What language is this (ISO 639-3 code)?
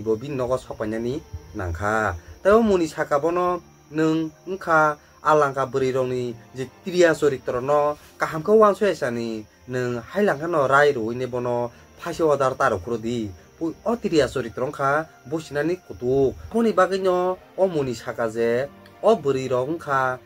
trp